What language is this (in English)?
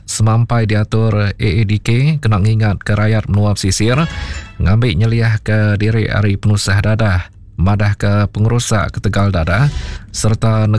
Iban